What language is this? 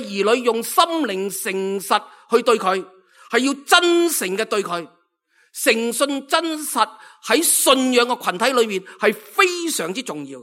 Cantonese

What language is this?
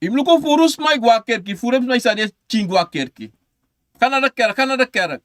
Sranan Tongo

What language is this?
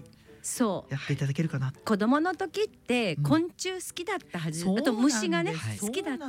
Japanese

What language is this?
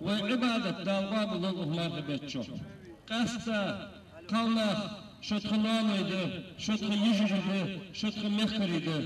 Ingush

